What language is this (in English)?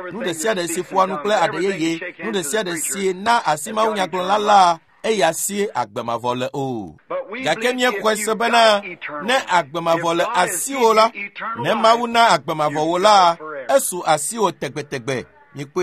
Ewe